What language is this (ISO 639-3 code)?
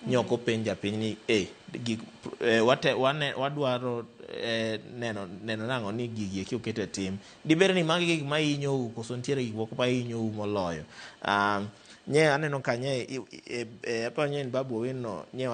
luo